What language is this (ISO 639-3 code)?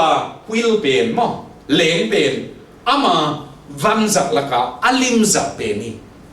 ctd